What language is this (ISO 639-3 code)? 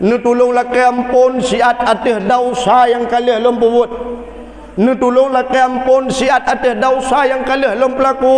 ace